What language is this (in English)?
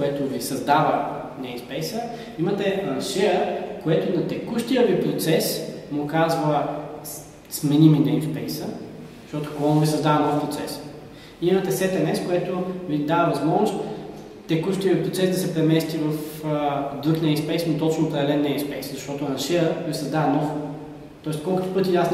Bulgarian